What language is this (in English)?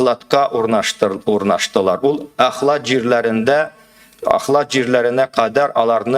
Tatar